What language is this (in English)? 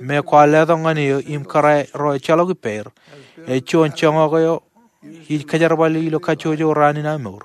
Marshallese